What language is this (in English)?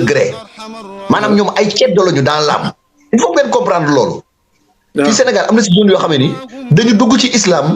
Wolof